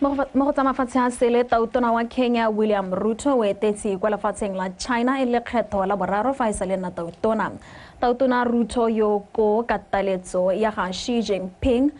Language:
Tswana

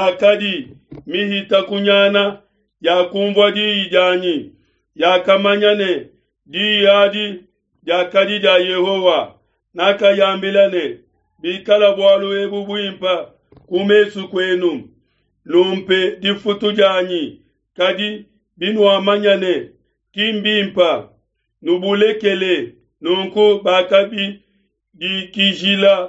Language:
Luba-Lulua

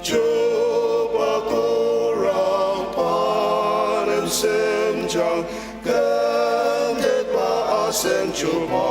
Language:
Ao Naga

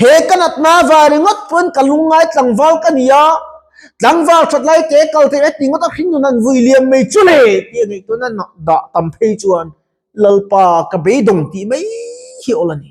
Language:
Mizo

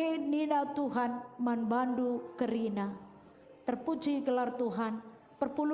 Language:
Batak Karo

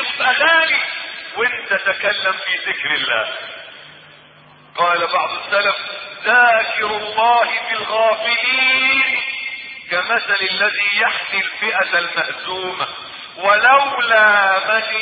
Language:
Arabic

